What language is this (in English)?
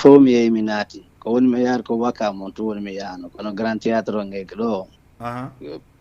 Fula